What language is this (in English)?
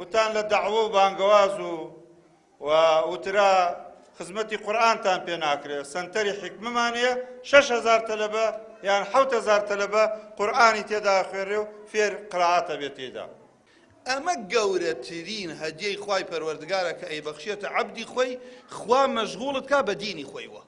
Central Kurdish